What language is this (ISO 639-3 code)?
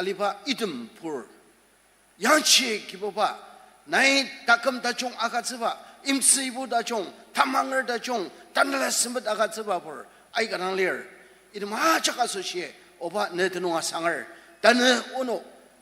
njo